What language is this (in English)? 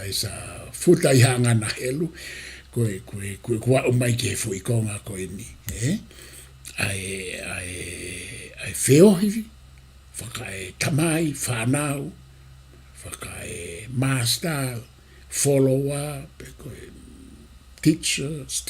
Tongan